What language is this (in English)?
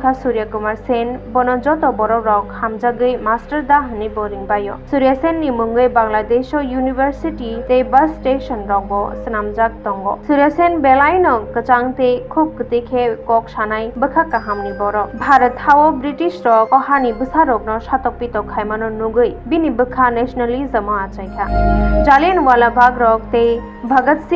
Kok Borok